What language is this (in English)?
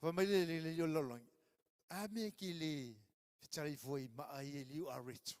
Samoan